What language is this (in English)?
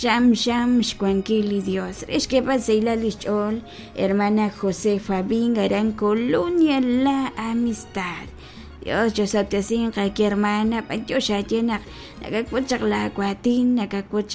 Kekchí